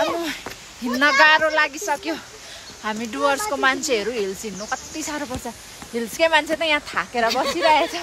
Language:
Nepali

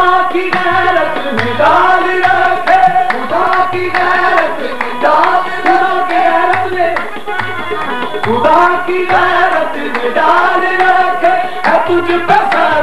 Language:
Urdu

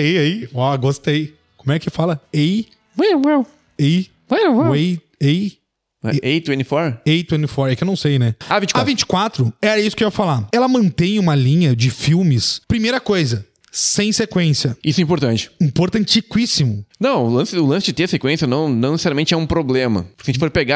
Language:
Portuguese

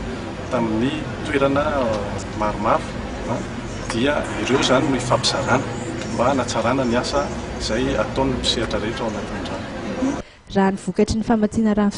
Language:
Malagasy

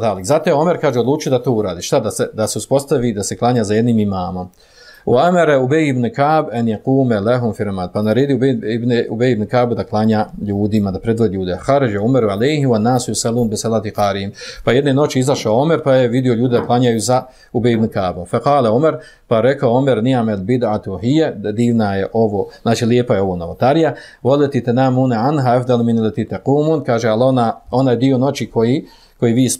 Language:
Bosnian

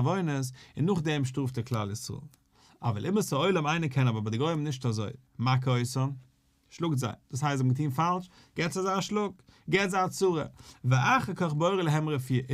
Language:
Yiddish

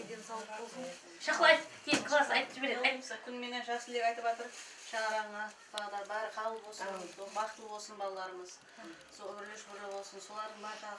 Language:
Kara-Kalpak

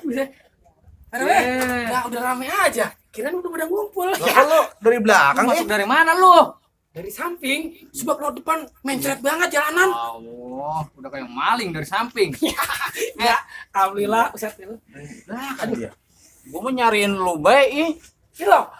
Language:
Betawi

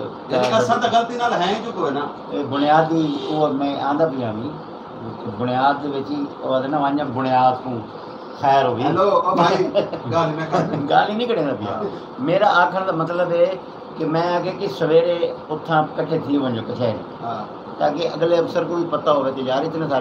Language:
Saraiki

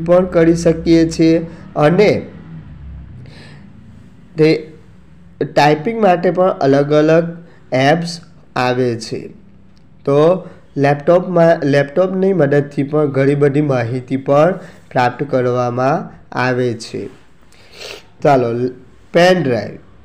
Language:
Gujarati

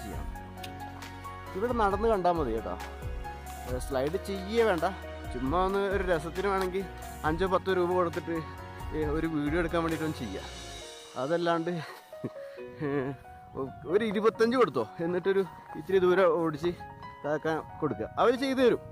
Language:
Malayalam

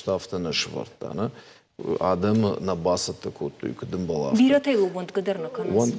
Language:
Ossetic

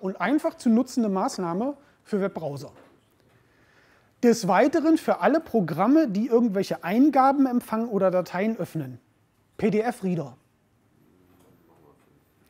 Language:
German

